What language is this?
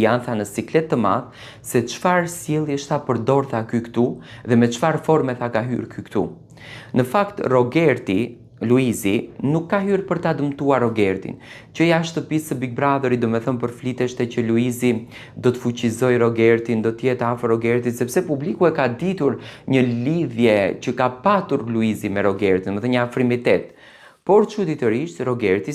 Albanian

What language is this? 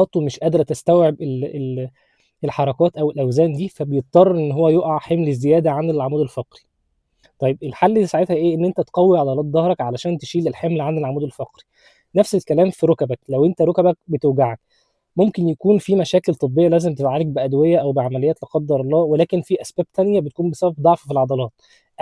Egyptian Arabic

